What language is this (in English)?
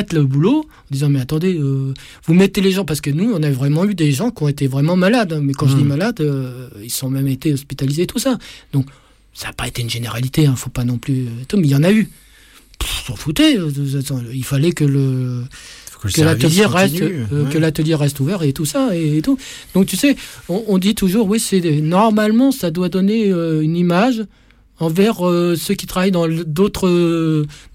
French